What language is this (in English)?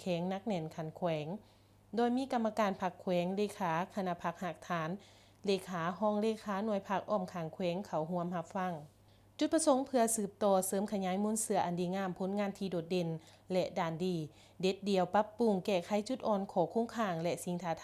Lao